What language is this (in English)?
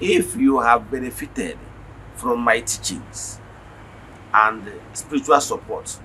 Igbo